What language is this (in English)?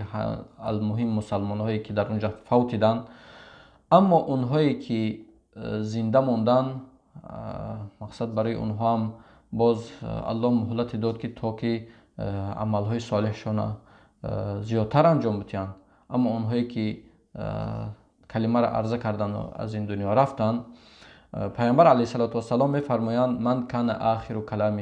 Tajik